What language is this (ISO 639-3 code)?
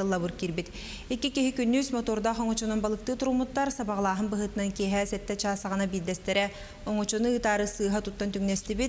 sah